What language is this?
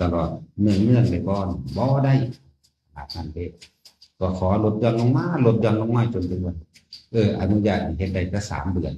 Northeastern Thai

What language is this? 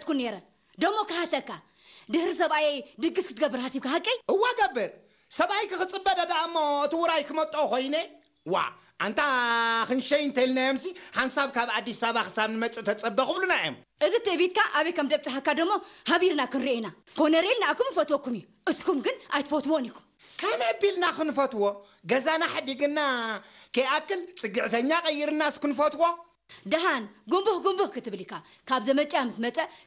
Tigrinya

